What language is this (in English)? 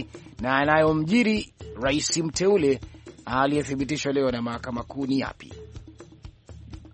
Swahili